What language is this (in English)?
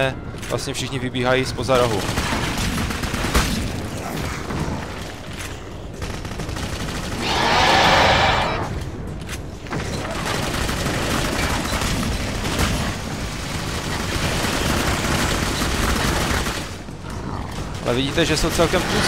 Czech